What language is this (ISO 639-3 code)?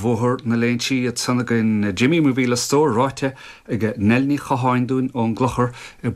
gle